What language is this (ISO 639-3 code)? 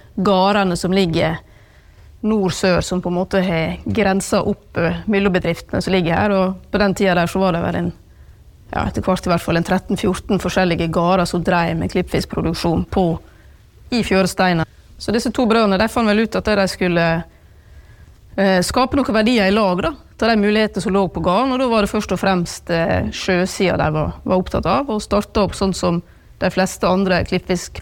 nor